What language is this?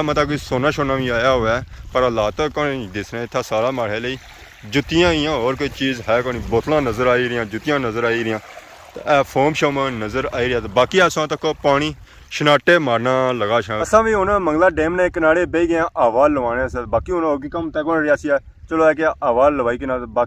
Pahari-Potwari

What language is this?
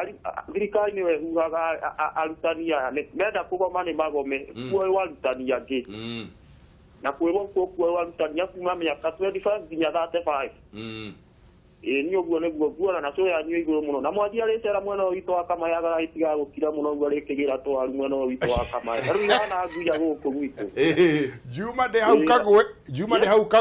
Kikuyu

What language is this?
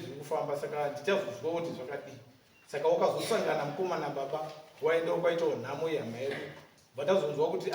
Shona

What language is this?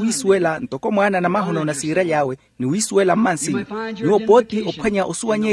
Makhuwa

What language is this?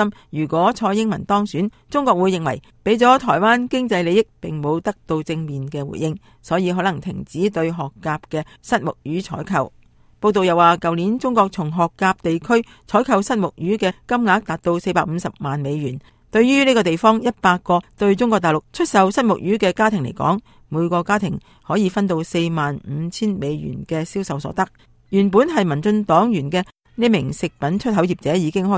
Cantonese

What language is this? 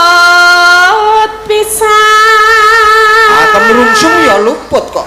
Javanese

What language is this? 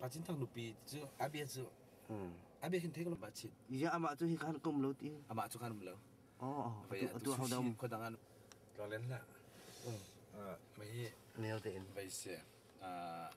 Hakha Chin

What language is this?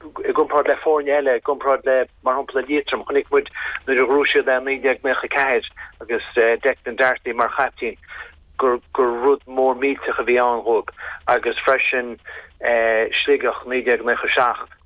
Irish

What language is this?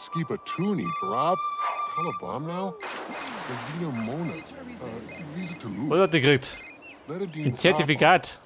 Bavarian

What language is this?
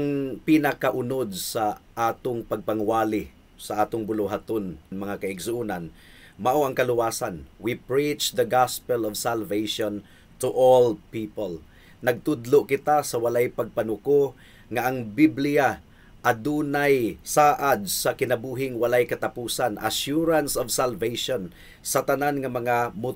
Cebuano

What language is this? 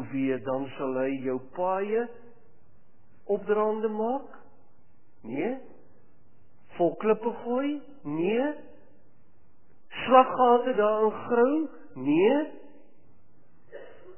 Afrikaans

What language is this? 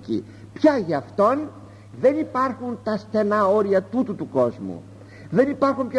Greek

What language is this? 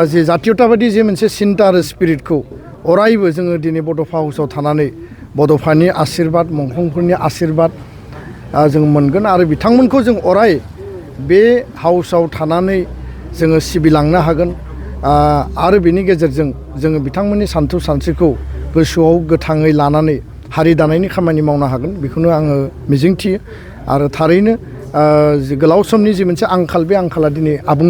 Bodo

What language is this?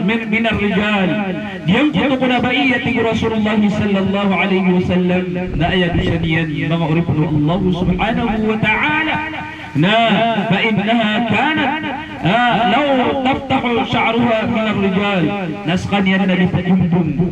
Maranao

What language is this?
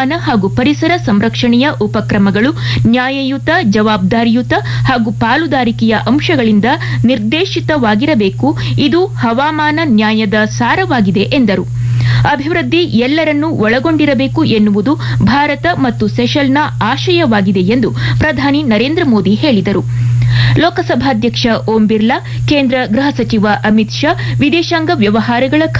Kannada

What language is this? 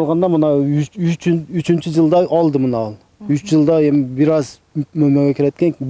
Kyrgyz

